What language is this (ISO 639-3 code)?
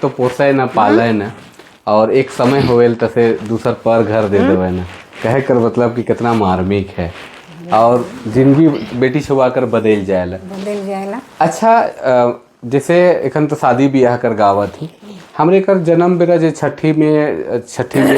sck